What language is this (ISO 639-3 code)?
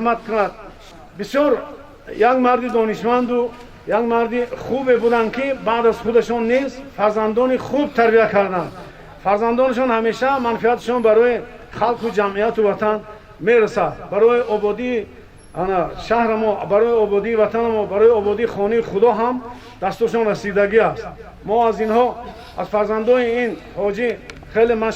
tgk